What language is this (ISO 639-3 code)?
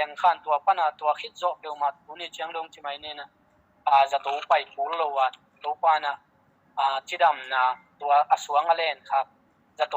ctd